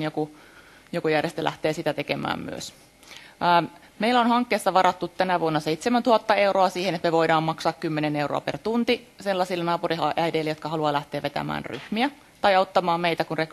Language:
Finnish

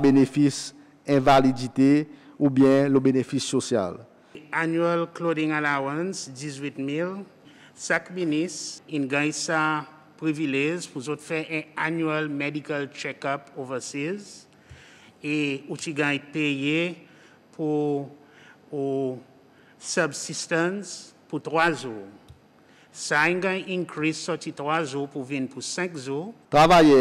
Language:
Seselwa Creole French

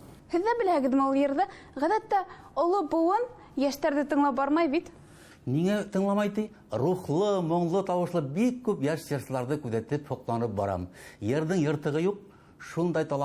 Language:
Bashkir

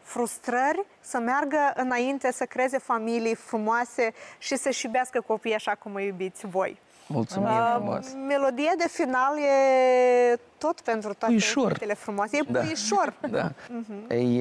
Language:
Romanian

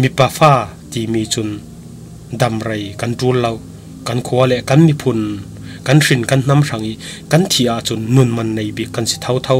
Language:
Falam Chin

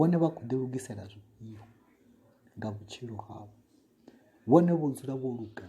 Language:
Venda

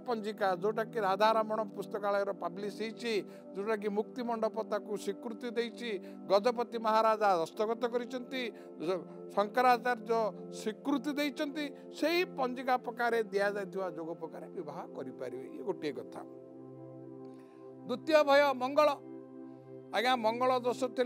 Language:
Odia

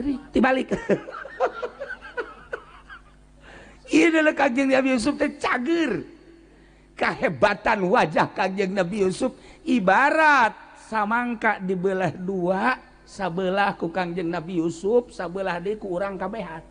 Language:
Sundanese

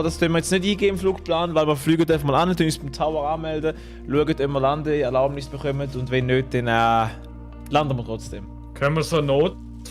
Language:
Swiss German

